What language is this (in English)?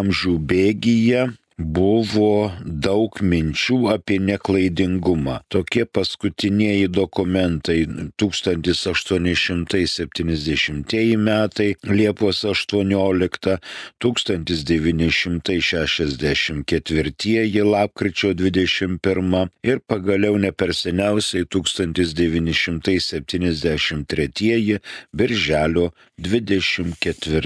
Lithuanian